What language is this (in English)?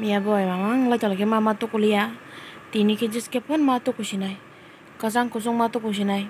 Kok Borok